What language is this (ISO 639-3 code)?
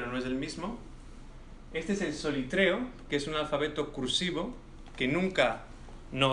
lad